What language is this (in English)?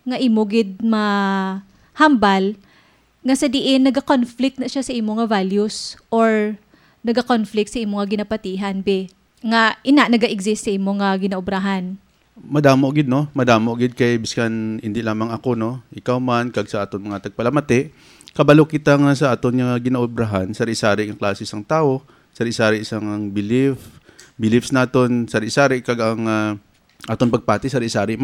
Hiligaynon